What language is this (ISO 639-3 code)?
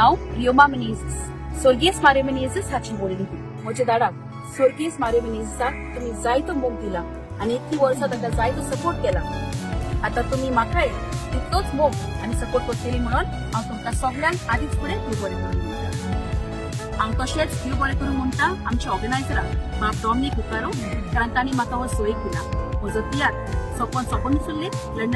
kok